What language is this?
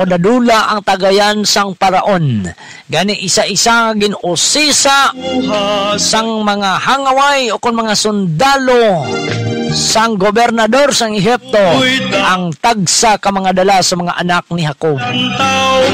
Hiligaynon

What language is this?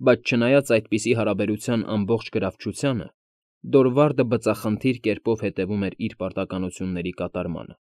Armenian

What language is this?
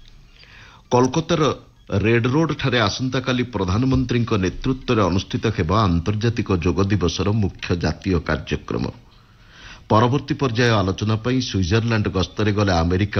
Odia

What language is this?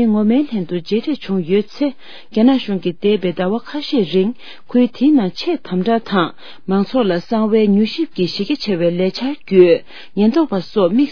Tibetan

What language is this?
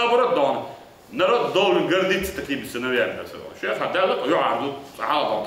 Chechen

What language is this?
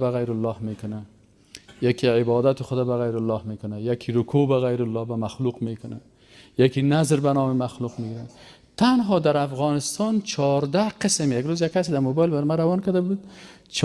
Persian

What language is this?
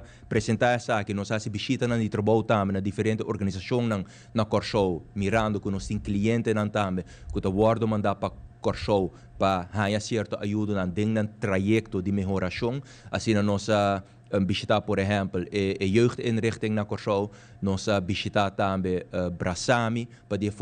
Papiamento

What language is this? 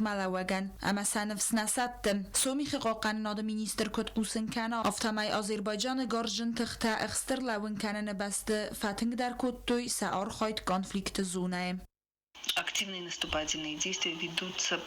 Ossetic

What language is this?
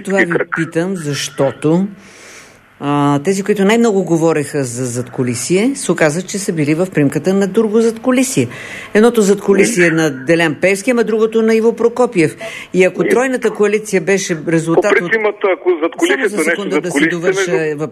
Bulgarian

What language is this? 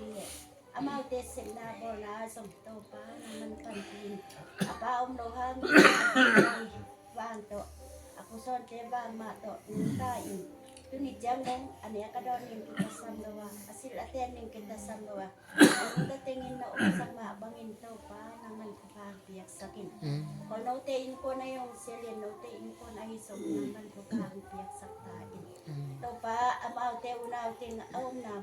Tedim Chin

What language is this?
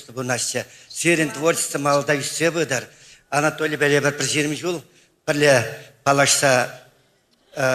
Chuvash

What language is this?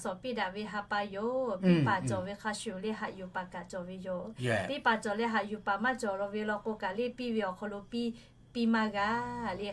Lahu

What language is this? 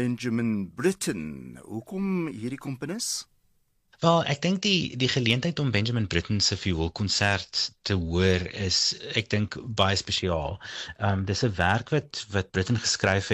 Afrikaans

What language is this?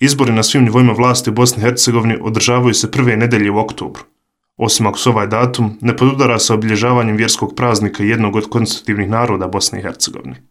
Bosnian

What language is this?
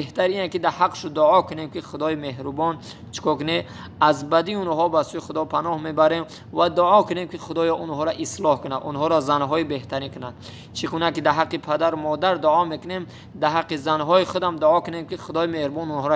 Tajik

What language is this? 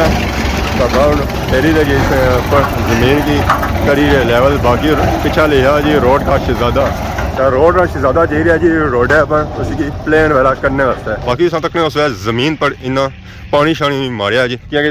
Pahari-Potwari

